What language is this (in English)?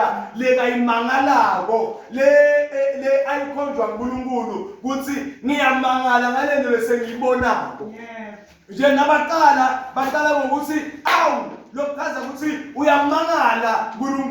Zulu